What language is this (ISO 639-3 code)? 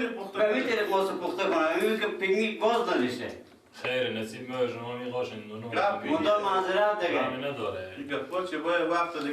fas